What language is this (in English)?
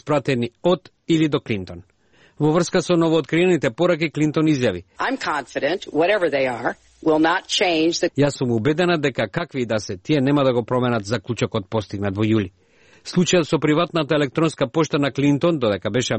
Macedonian